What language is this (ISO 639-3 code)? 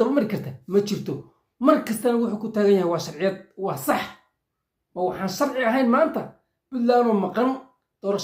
som